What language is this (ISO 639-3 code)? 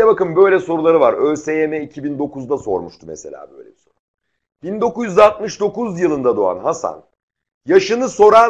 tur